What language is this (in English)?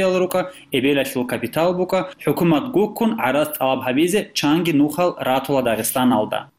Avaric